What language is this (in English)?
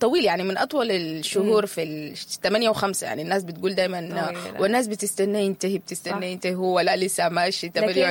Sudanese Arabic